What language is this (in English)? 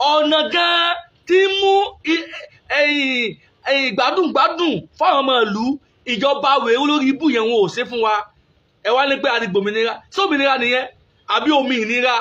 Yoruba